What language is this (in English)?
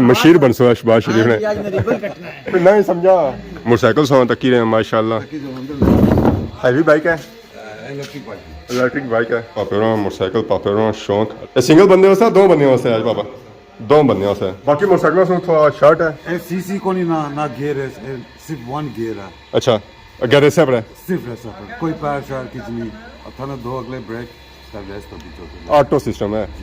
Pahari-Potwari